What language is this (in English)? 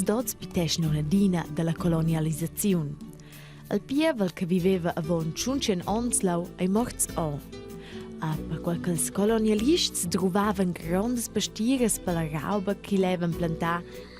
Romansh